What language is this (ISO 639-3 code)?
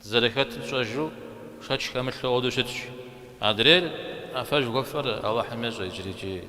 kbd